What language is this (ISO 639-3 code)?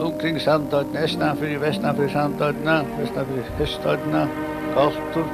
fao